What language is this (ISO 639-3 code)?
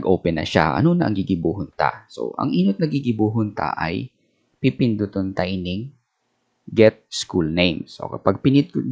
bik